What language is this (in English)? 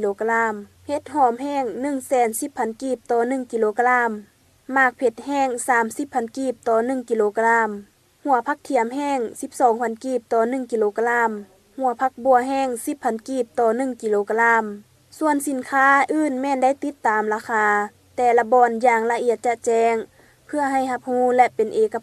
Lao